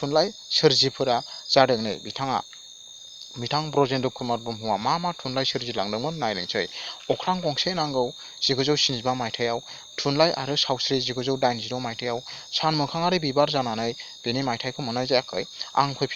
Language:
Bodo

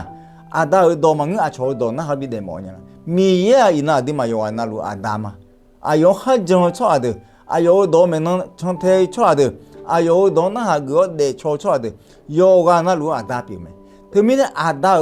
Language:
Akha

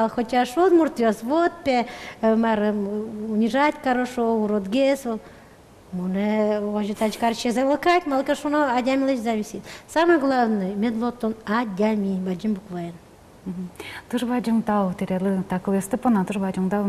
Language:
Udmurt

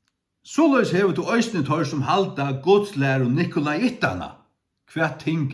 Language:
Faroese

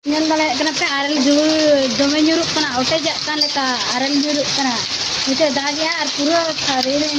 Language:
Santali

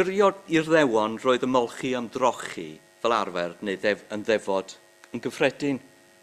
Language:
Welsh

